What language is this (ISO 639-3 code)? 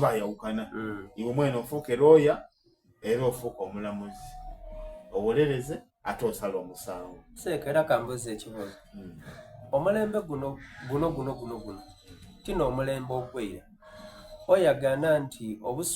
xog